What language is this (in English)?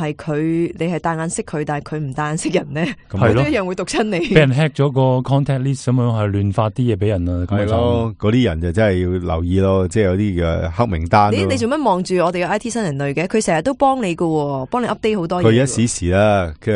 Cantonese